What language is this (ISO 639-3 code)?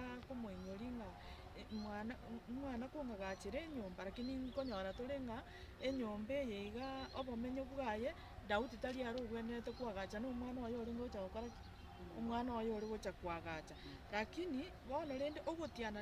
guz